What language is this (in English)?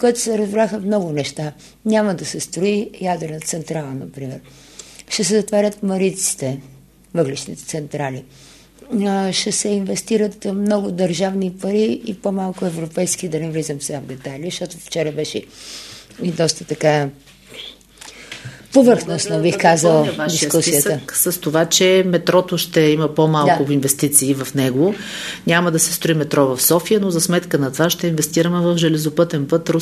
Bulgarian